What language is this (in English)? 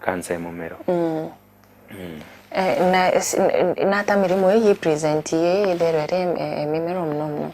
Meru